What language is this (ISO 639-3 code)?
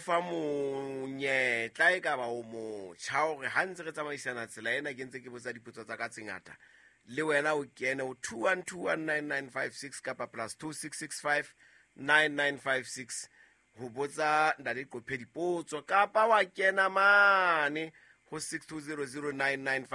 sot